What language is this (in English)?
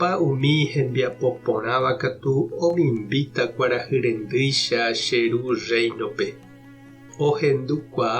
Guarani